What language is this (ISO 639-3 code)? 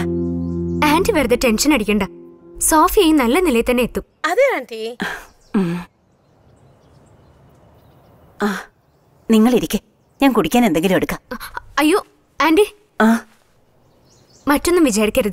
mal